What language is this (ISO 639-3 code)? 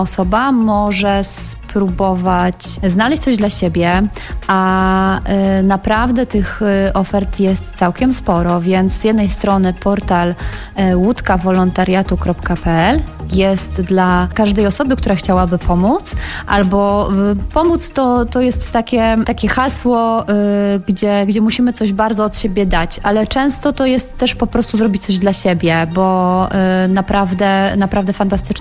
pol